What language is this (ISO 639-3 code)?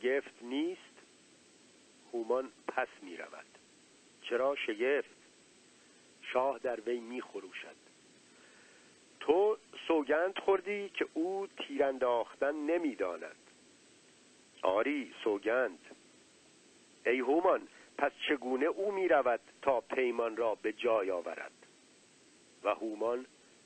fas